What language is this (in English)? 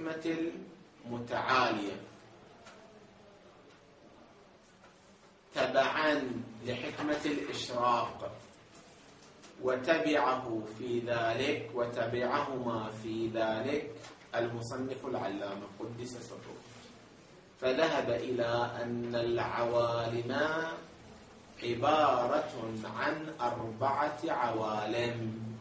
Arabic